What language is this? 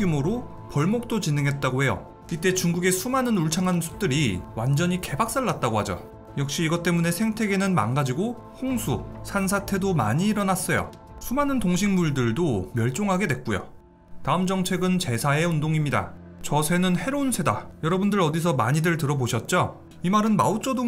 Korean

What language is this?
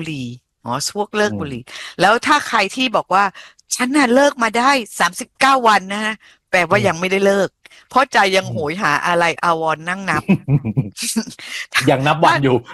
Thai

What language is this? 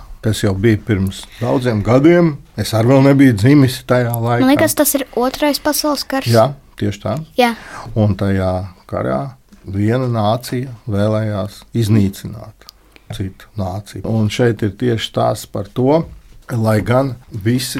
Latvian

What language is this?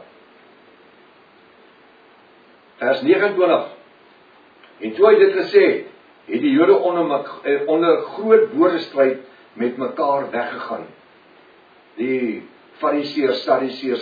Afrikaans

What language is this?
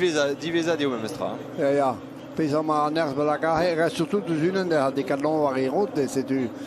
Breton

